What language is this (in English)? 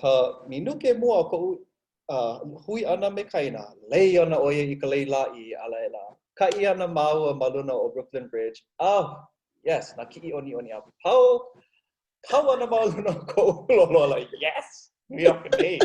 Hawaiian